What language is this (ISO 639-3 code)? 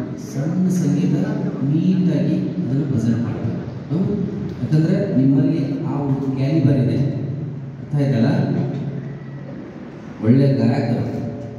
kan